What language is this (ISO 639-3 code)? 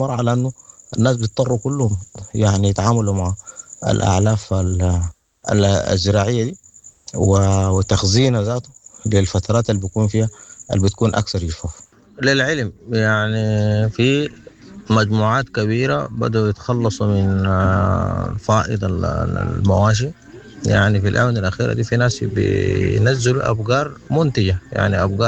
apd